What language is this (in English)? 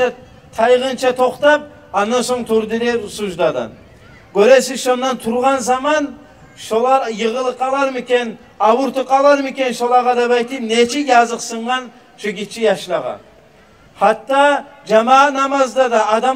Kumyk